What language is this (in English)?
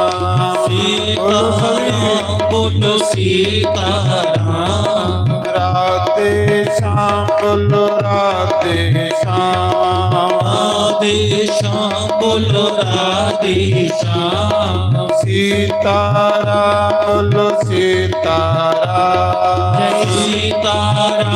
Dogri